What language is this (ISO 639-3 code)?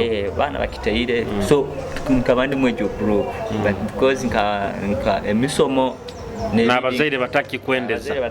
nyo